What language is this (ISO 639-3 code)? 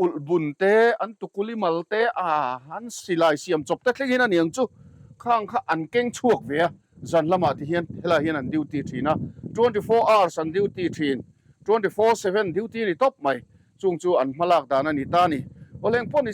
lus